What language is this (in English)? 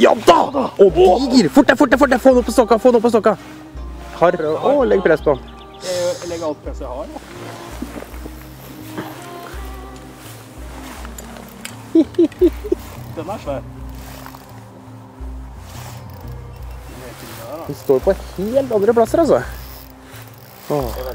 Norwegian